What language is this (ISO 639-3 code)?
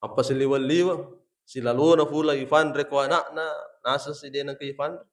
bug